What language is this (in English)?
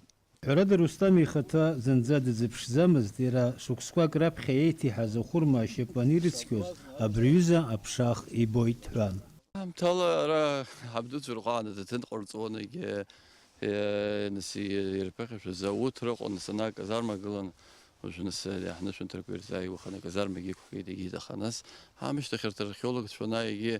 Abkhazian